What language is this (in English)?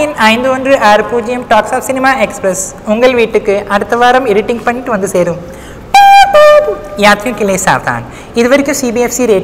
Tamil